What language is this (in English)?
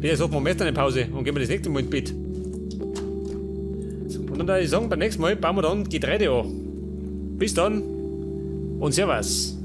Bavarian